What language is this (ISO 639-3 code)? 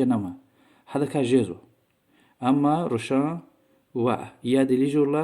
lez